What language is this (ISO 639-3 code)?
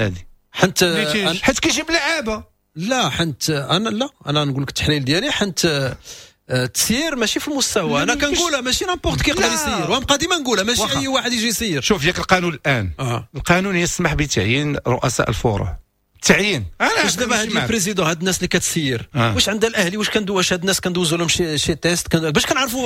ary